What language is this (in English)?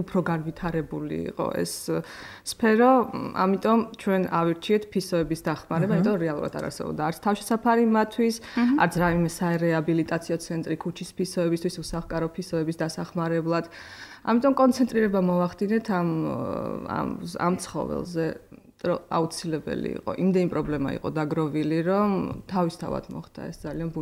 Georgian